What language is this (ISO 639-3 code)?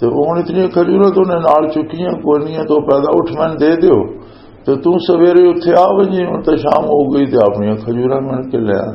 lah